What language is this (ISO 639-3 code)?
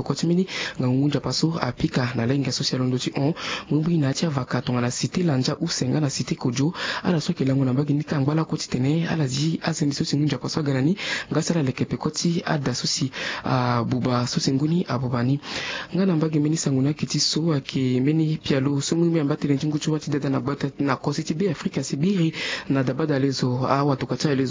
sag